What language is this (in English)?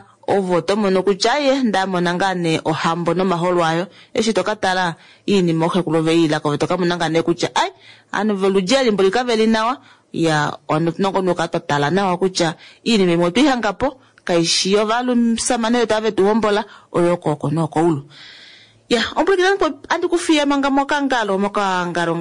Kuanyama